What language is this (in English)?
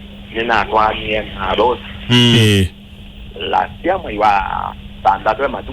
Kamba